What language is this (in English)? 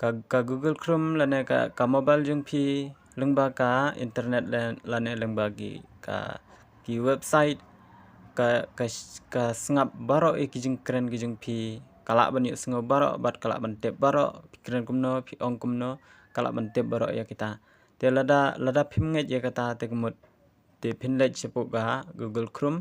Khasi